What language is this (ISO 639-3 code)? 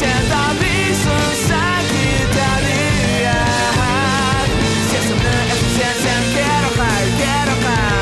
crh